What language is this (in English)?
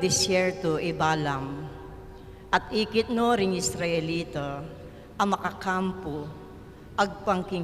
Pampanga